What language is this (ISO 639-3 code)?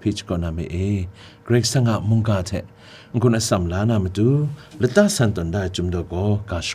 kac